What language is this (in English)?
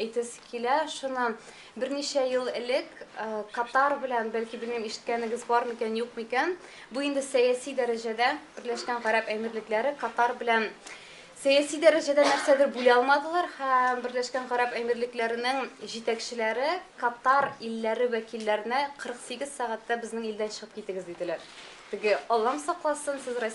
Tatar